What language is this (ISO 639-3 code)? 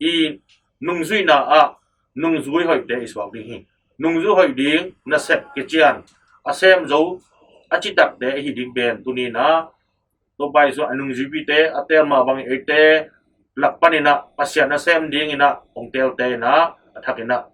ctd